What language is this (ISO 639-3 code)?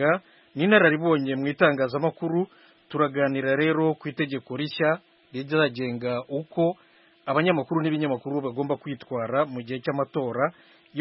kin